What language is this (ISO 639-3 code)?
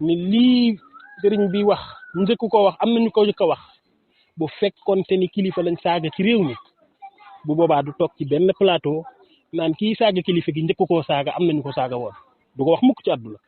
wol